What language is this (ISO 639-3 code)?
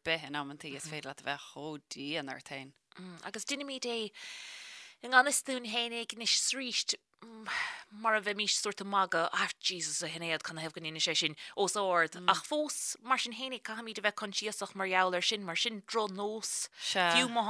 gle